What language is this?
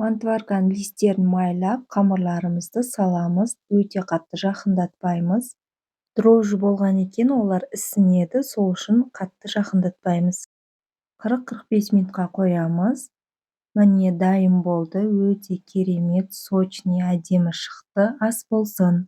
Kazakh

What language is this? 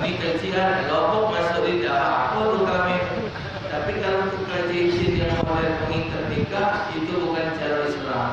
Musi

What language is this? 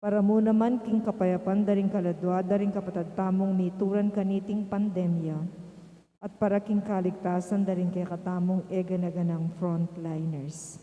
Pampanga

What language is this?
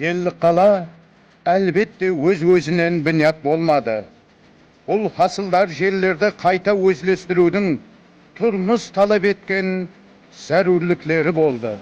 Kara-Kalpak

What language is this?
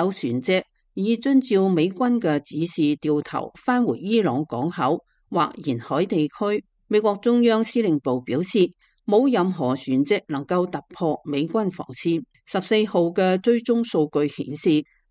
Cantonese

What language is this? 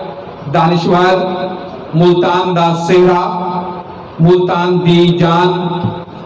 Saraiki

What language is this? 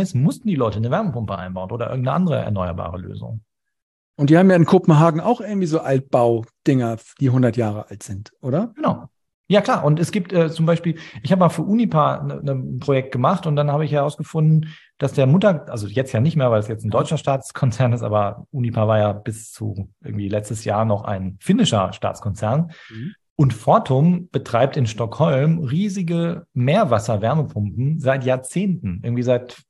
German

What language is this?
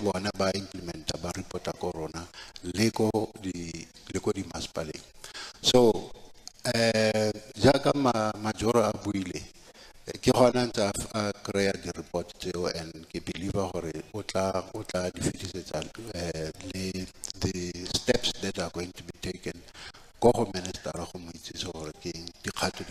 Tswana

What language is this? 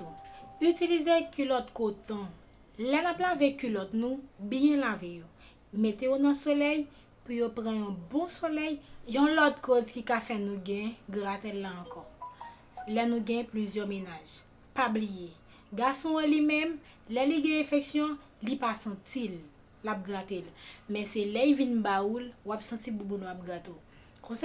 Haitian Creole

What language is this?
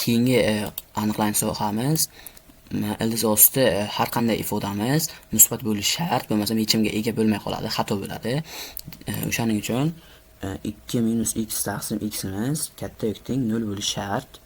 Uzbek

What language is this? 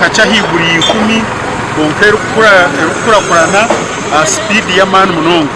Nyankole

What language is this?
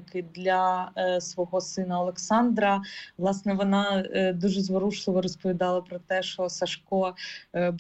Ukrainian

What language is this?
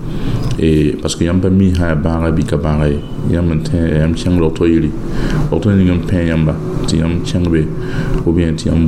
Mossi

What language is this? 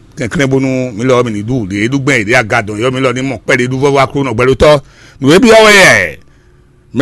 Fon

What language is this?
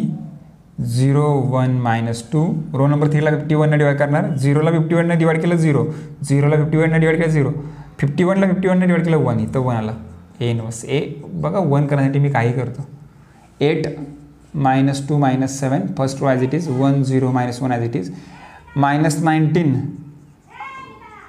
Marathi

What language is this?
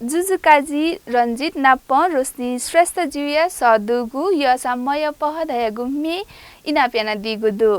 Newari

